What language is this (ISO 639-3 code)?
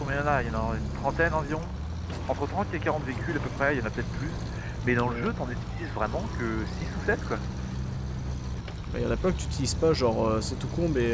fra